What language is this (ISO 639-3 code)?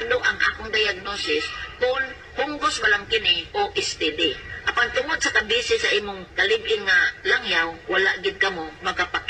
ceb